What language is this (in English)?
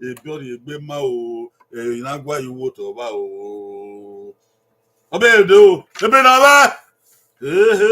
Bini